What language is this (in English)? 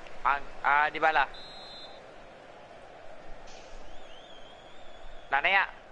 Malay